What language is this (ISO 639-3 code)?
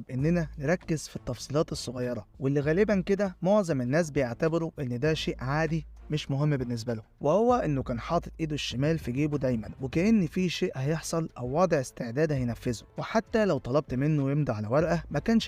arz